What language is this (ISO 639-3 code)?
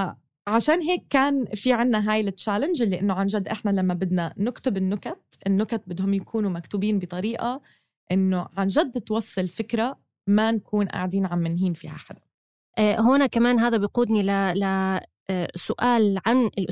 apc